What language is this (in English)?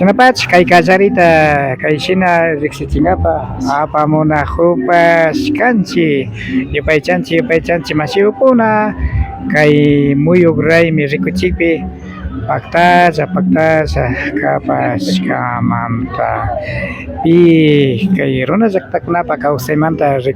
Imbabura Highland Quichua